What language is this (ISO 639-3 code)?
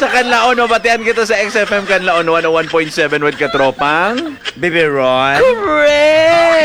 hil